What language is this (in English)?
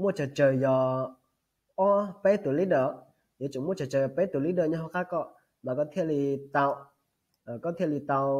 Hmong